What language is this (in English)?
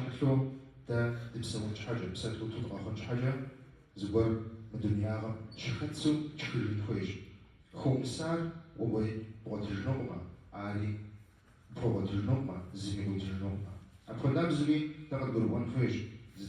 Kabardian